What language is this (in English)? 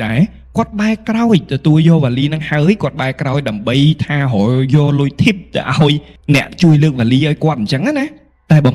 Khmer